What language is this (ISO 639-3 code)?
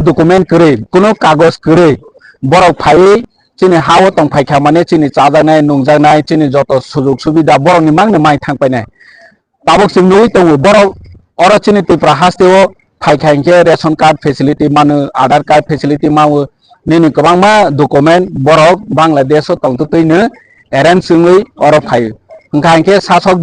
trp